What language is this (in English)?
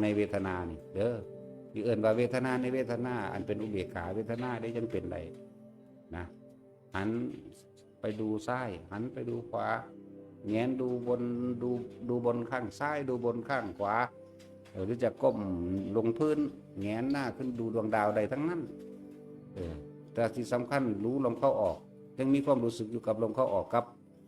Northeastern Thai